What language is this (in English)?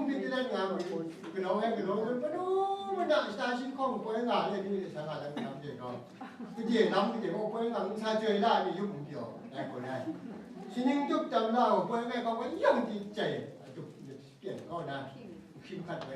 Kachin